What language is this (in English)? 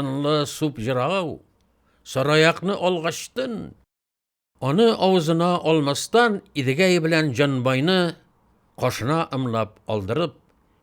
Tatar